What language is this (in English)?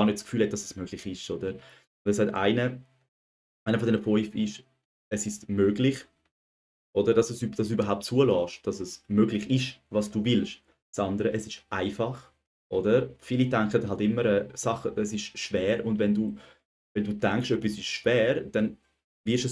Swiss German